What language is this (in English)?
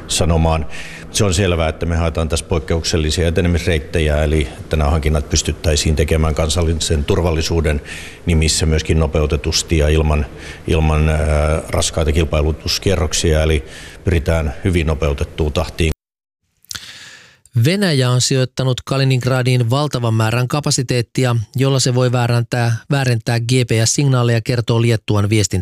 Finnish